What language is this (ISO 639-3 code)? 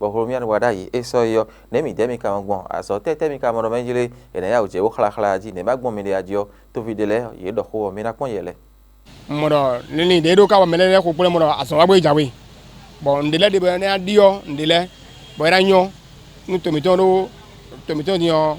fon